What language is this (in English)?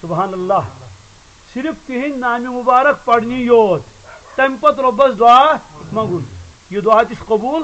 Kashmiri